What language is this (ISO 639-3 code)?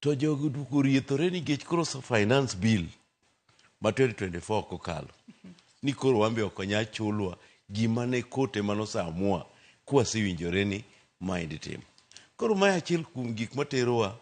luo